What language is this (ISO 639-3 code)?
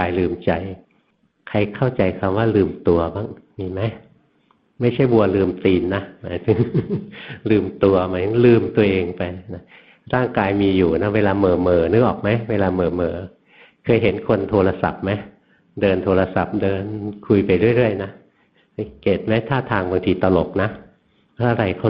tha